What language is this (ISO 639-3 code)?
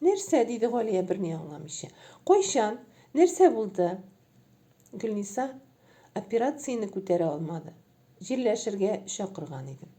tat